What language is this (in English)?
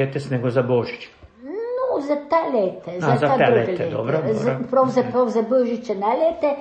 Croatian